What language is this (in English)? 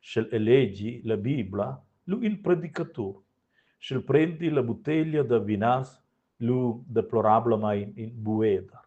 Romansh